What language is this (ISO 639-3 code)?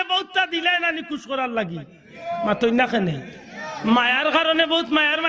syl